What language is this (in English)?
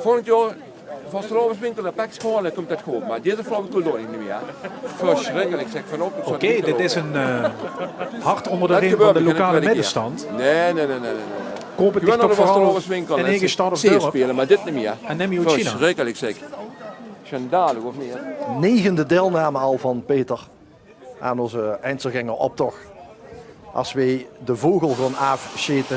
Limburgish